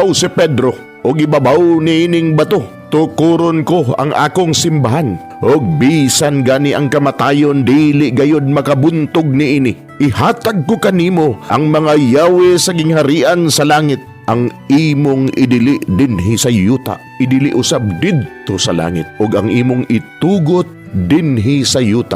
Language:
Cebuano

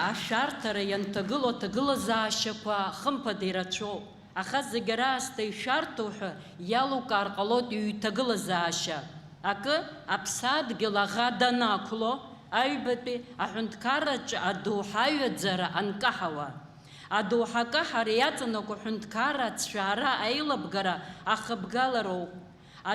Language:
Abkhazian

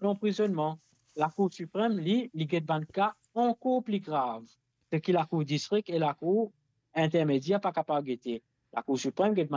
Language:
Morisyen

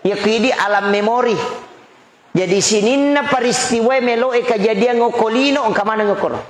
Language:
Buginese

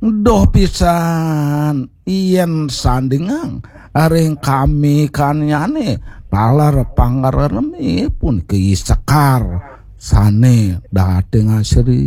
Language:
Balinese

